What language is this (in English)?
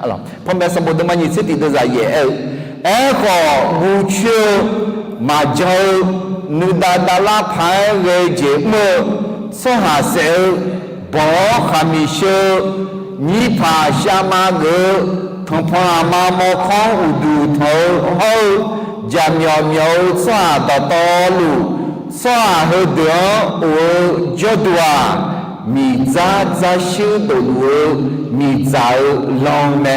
Akha